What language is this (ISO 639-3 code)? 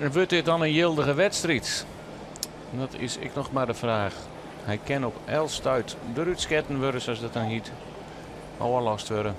fry